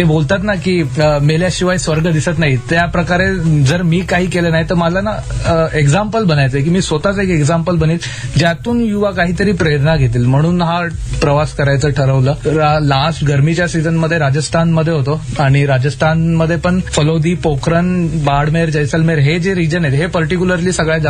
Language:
Marathi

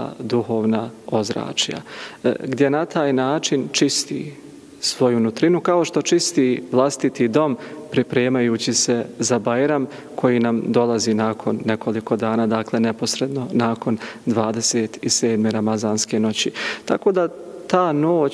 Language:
Bosnian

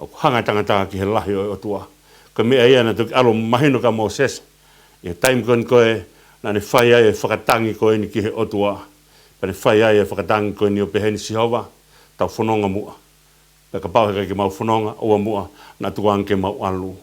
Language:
Tongan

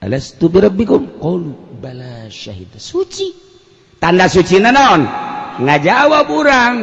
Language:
Sundanese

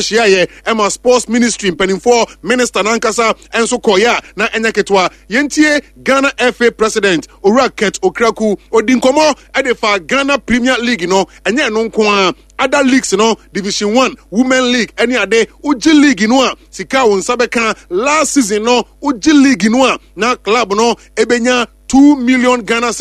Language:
Akan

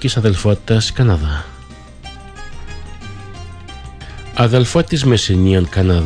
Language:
Greek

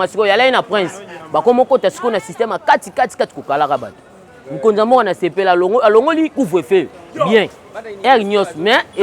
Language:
Lingala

